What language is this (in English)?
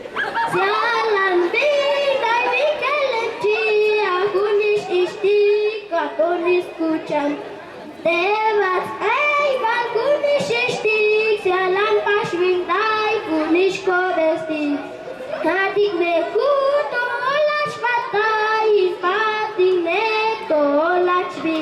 Chuj